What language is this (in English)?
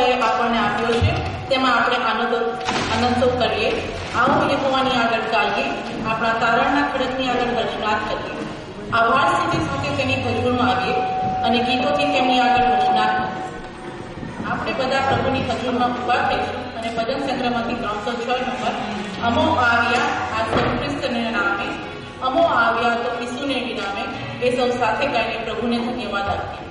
Gujarati